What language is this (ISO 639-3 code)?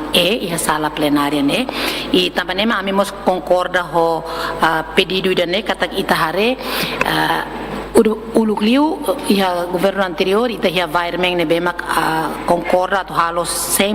tet